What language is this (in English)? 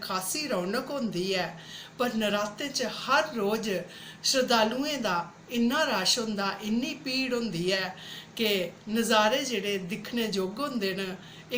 Dogri